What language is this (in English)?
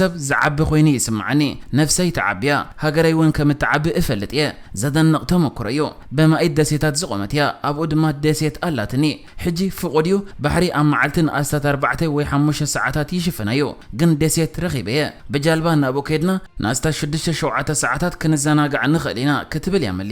Tigrinya